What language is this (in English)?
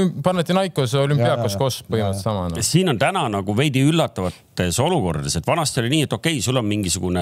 Estonian